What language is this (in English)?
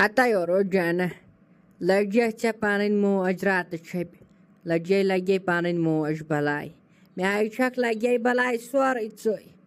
Kashmiri